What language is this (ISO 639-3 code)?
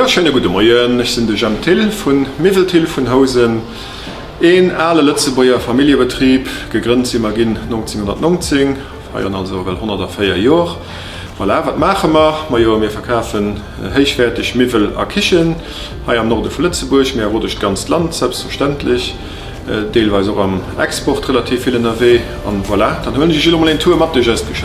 ltz